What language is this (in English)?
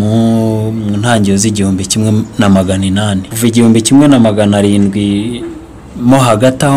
Kinyarwanda